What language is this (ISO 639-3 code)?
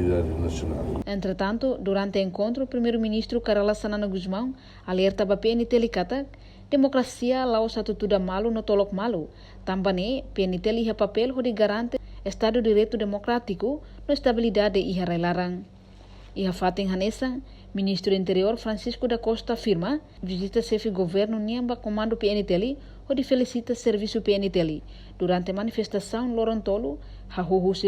tet